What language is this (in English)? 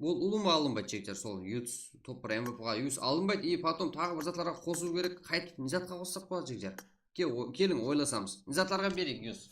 Kara-Kalpak